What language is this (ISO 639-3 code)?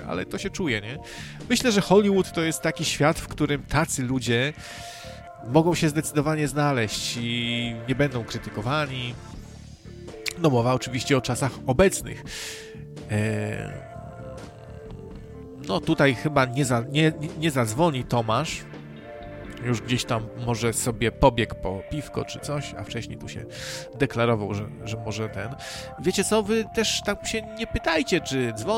pol